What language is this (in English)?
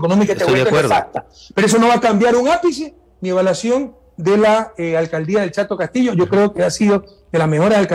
Spanish